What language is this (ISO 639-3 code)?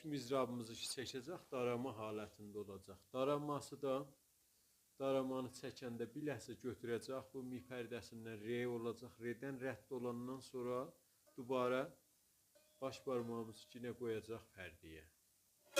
azb